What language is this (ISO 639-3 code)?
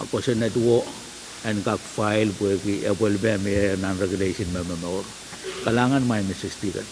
pon